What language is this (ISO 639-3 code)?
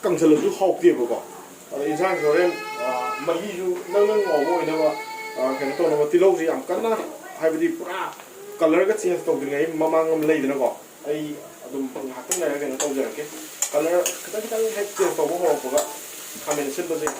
mni